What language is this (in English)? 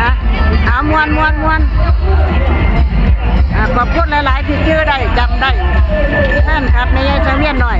Northeastern Thai